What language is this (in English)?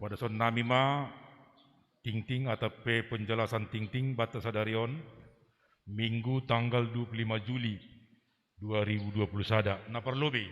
Batak Simalungun